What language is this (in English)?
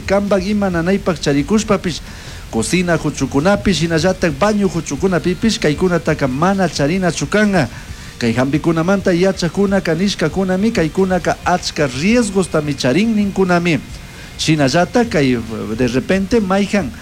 Chimborazo Highland Quichua